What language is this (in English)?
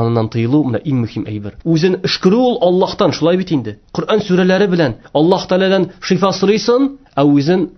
Tatar